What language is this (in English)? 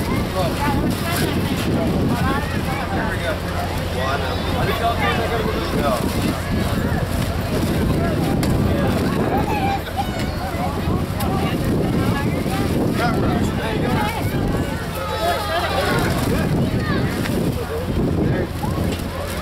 English